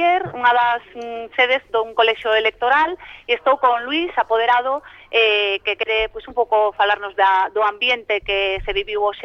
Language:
Galician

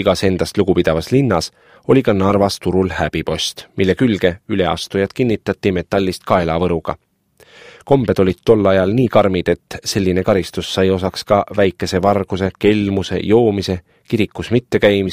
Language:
Estonian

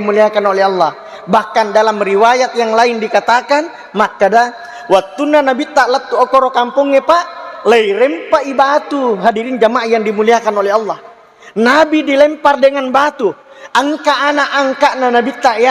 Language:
Buginese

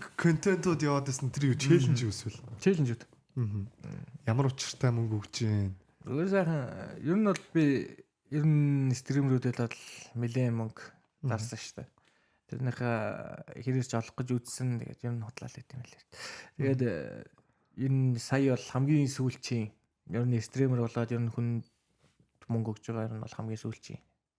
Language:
Mongolian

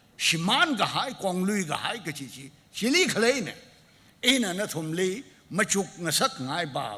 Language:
Tangkhul Naga (India)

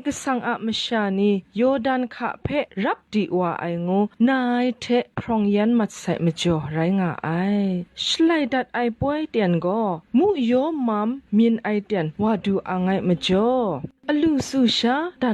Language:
Kachin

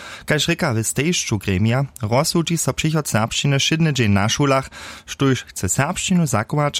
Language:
Upper Sorbian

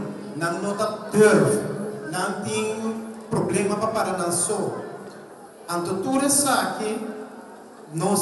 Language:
Papiamento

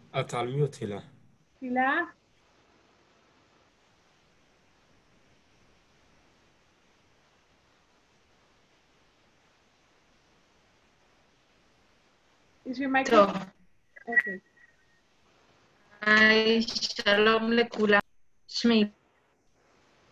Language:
Hebrew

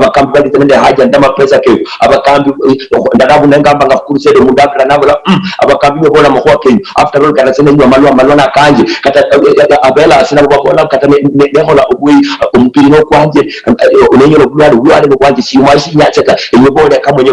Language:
Luyia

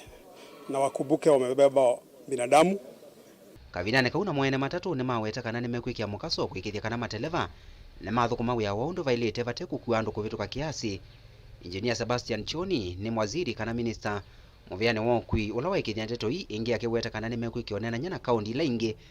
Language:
Kamba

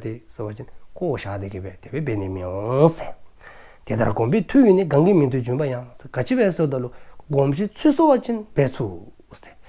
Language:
Dzongkha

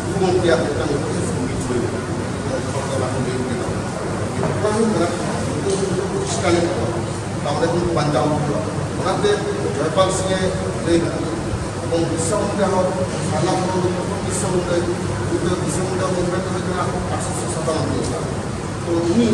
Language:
Santali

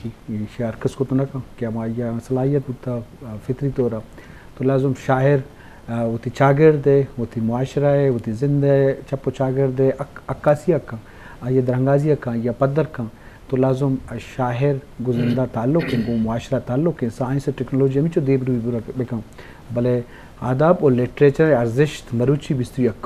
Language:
Eastern Balochi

